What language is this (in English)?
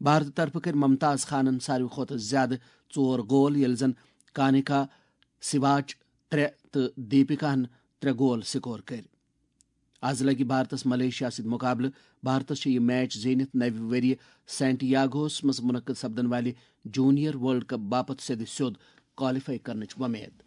Kashmiri